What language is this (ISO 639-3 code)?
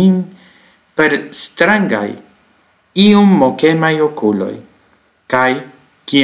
epo